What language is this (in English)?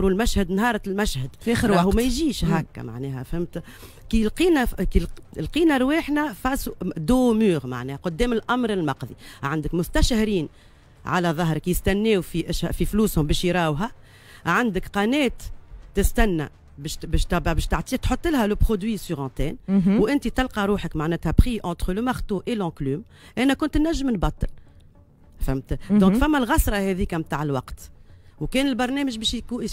Tunisian Arabic